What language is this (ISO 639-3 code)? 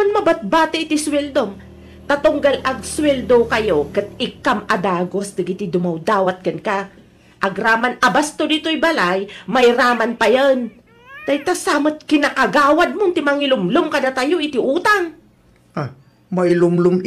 ilo